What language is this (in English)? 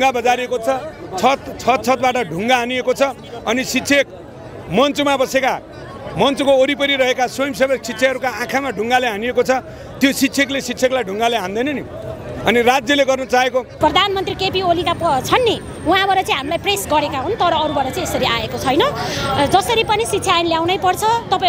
Nepali